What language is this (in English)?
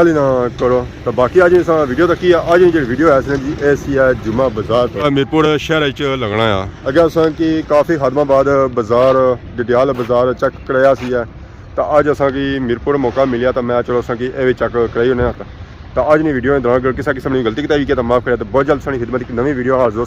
Pahari-Potwari